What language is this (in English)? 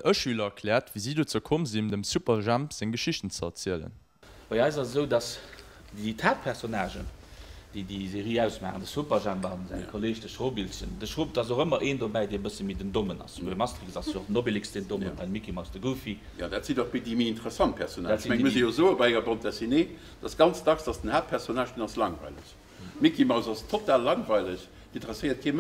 Luxembourgish